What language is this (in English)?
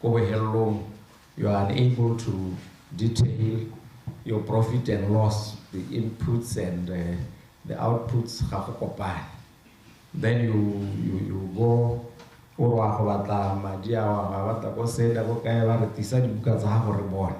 Tswana